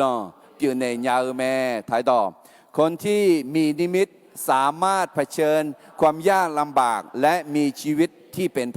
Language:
Akha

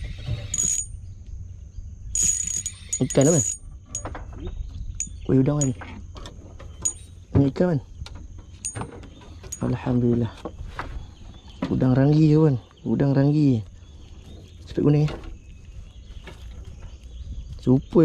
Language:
Malay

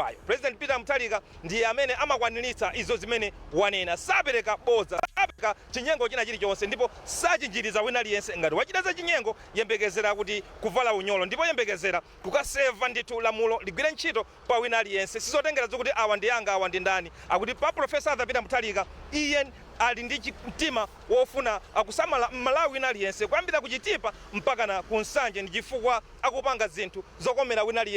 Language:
Nyanja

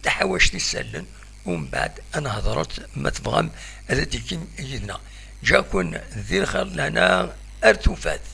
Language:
Kabyle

